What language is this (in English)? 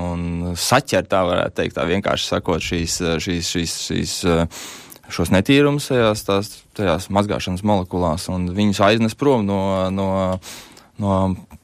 Latvian